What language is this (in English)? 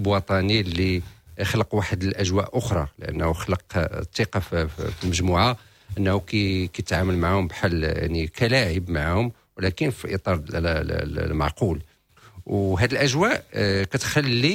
Moroccan Arabic